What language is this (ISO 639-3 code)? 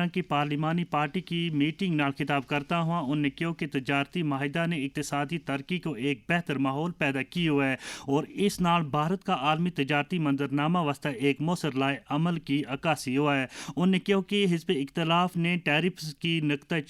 gju